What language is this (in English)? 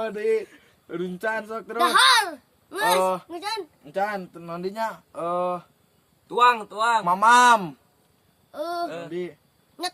Sundanese